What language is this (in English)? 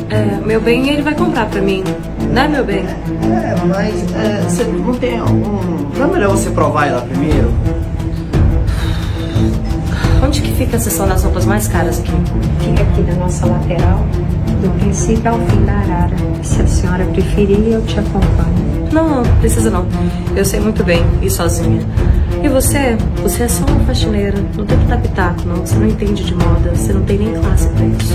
Portuguese